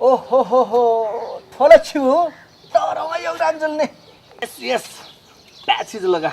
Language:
Newari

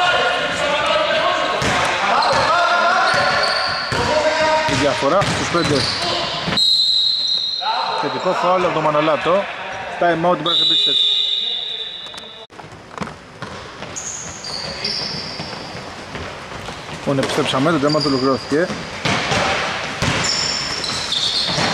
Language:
Greek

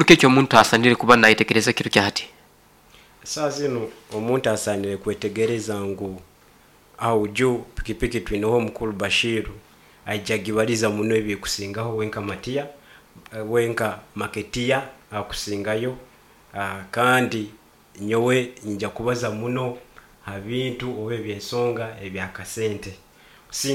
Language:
Nyoro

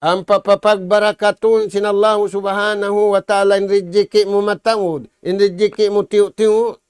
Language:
Tausug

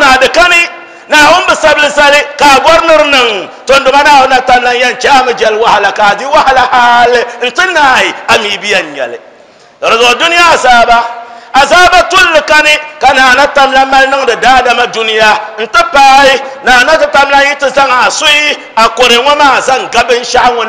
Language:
Dagbani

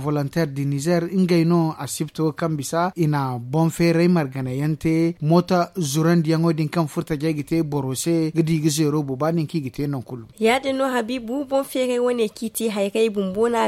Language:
Zarma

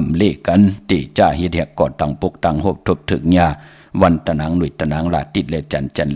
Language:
Shan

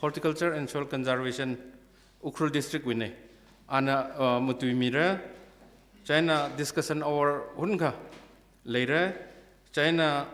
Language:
Tangkhul Naga (India)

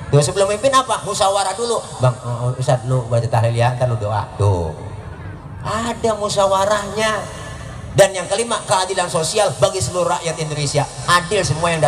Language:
Betawi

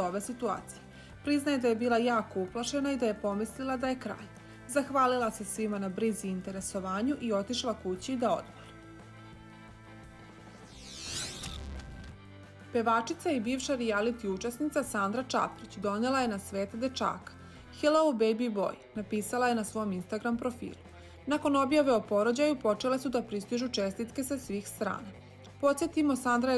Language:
Serbian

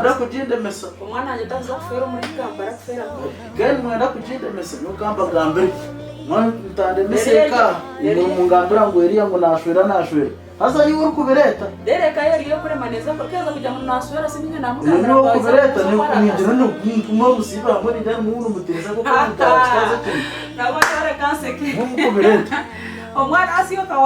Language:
Nyankole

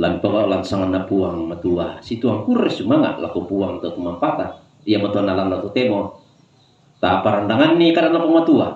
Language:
Toraja-Sa'dan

